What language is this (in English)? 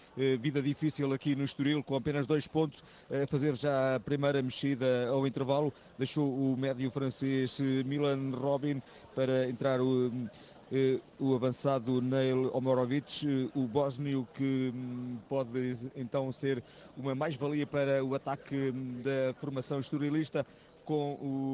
Portuguese